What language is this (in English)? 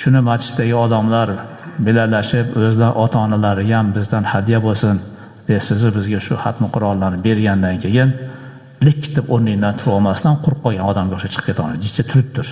Uzbek